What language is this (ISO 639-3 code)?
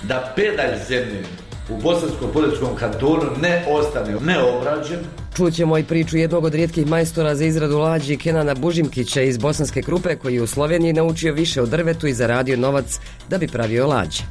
bos